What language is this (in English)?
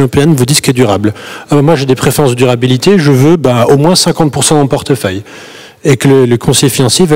French